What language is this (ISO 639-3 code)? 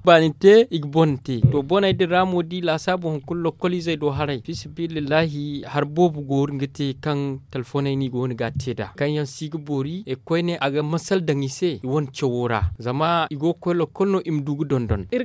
dje